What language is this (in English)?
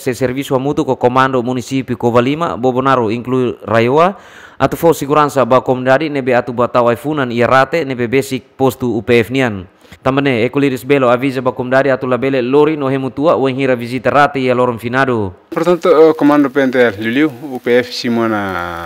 Tetum